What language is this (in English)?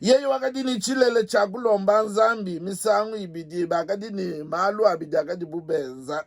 Luba-Lulua